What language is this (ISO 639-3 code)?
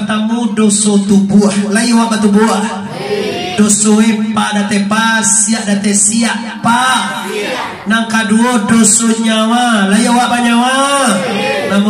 min